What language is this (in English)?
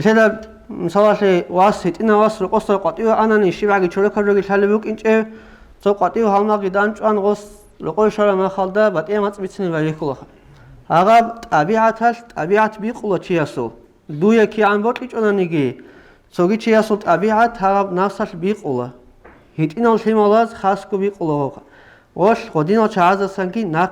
Avaric